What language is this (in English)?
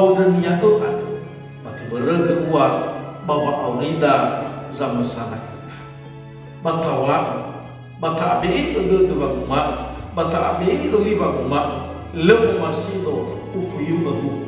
Nias